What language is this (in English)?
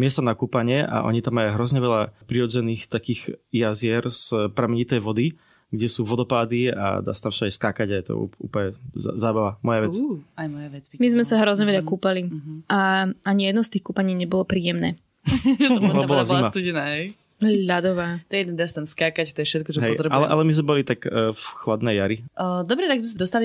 Slovak